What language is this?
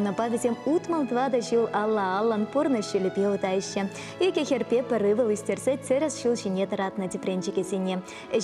Chuvash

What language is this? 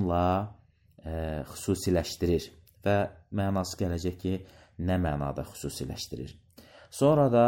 Azerbaijani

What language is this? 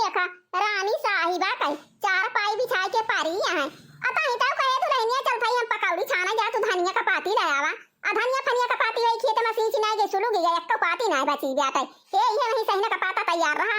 Awadhi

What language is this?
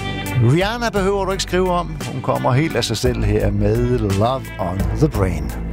Danish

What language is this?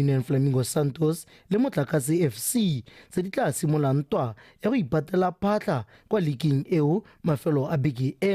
Tswana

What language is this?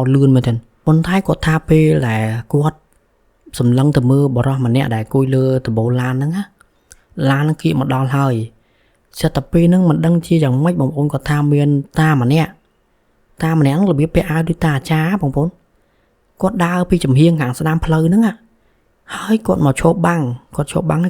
Khmer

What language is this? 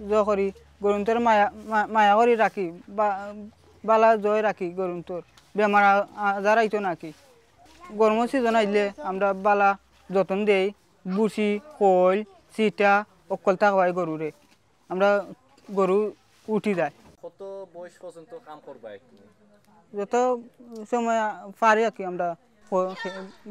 Sylheti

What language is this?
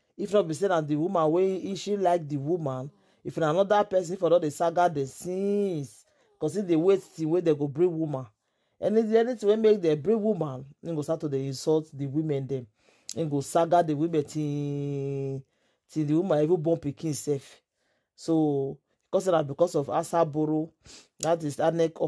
Nigerian Pidgin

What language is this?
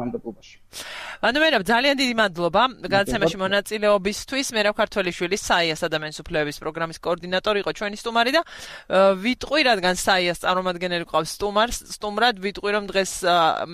Georgian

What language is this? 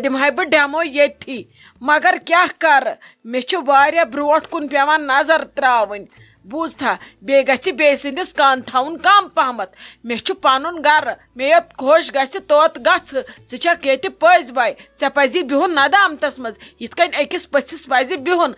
Kashmiri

